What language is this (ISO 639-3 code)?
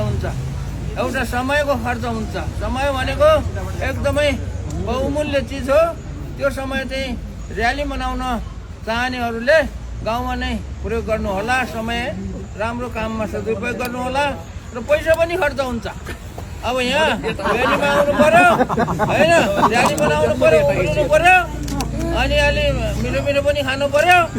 nep